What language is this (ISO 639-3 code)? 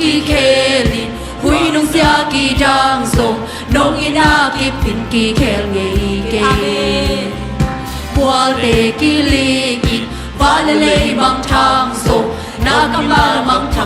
ctd